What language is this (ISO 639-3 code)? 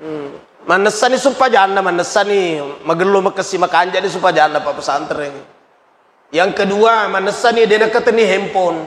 bug